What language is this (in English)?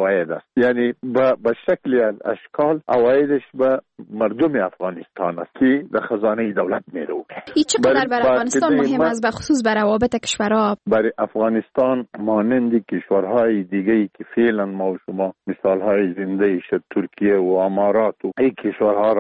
Persian